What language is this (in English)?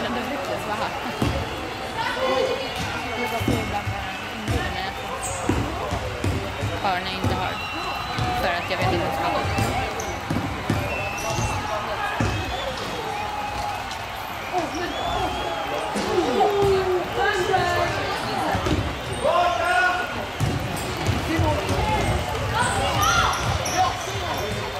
Swedish